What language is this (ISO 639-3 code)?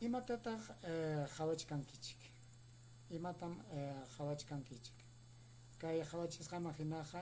quy